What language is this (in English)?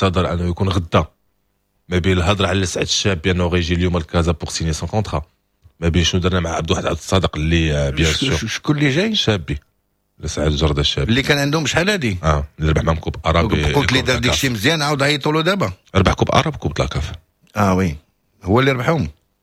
Moroccan Arabic